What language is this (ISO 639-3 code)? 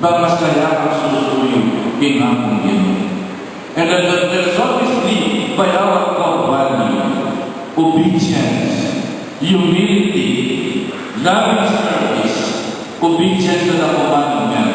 pam